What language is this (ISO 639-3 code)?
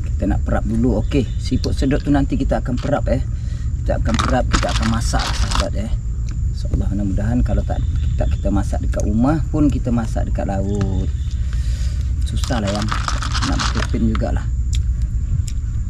msa